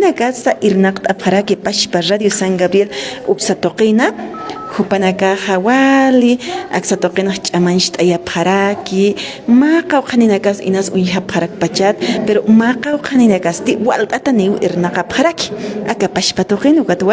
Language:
Aymara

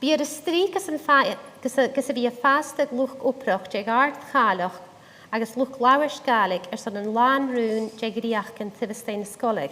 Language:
Scottish Gaelic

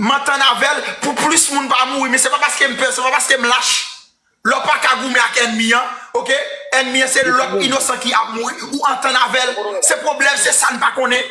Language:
Haitian Creole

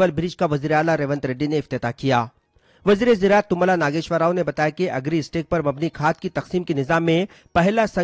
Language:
Urdu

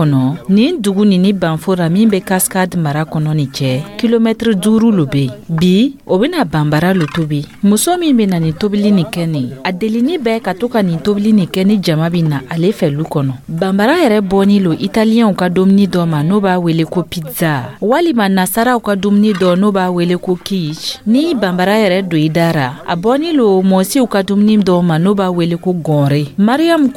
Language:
Dyula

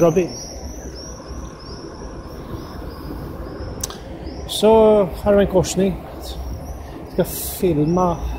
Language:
Swedish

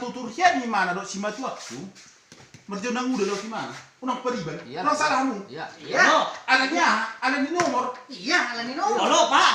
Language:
Batak Toba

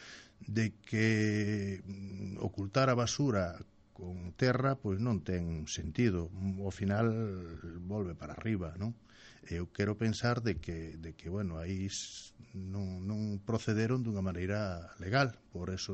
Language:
Galician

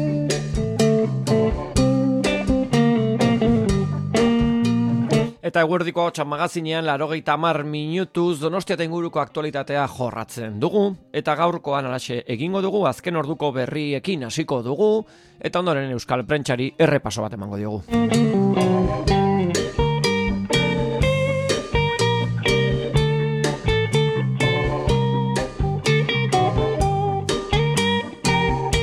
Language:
Basque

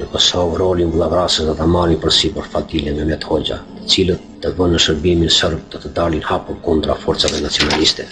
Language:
Albanian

